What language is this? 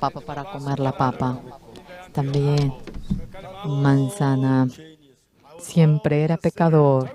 Aymara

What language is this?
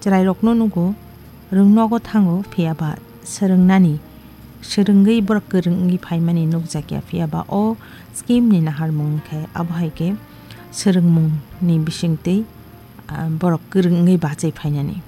Kok Borok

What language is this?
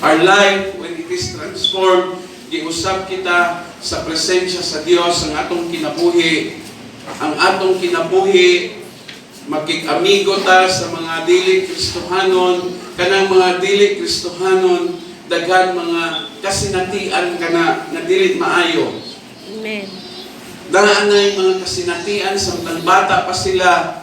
Cebuano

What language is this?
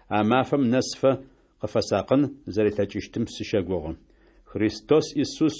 Adyghe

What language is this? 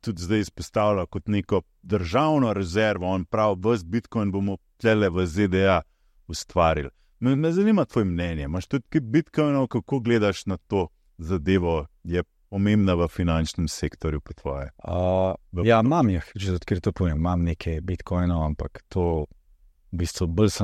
Slovenian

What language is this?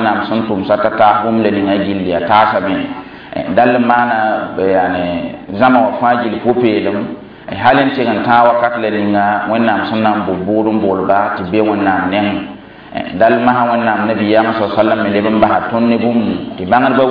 Mossi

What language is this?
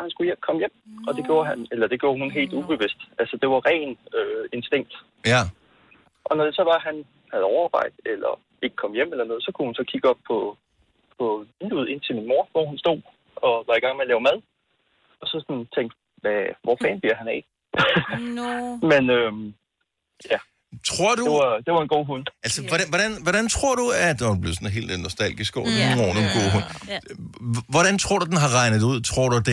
Danish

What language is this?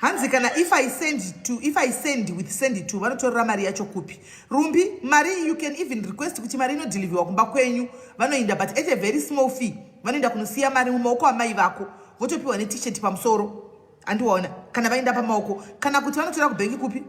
Shona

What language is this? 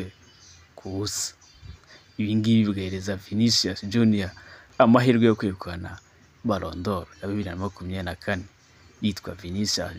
Kinyarwanda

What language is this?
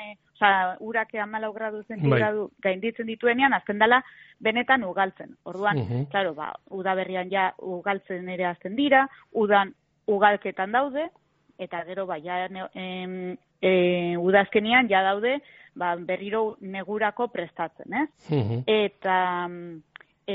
Basque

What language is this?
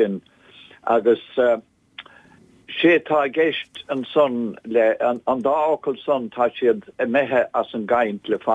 Irish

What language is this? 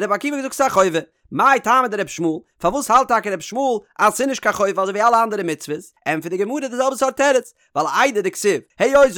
Yiddish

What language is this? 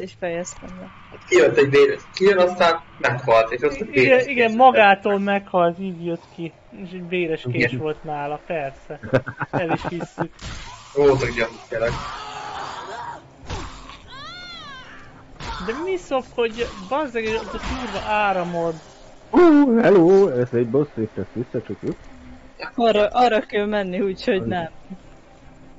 Hungarian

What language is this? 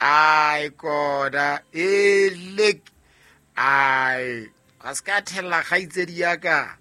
Southern Sotho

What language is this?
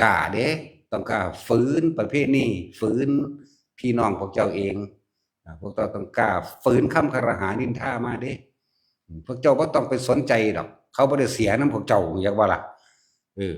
Northeastern Thai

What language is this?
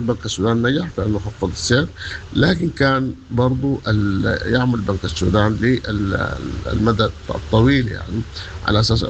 Sudanese Arabic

